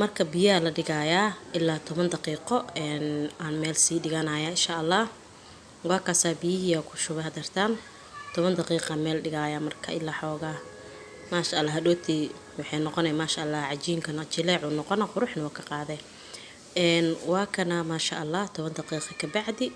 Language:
Somali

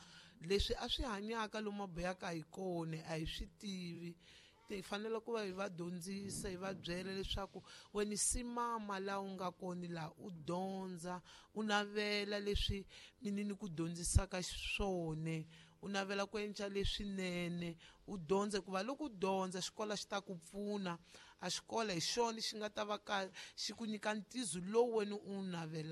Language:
Tsonga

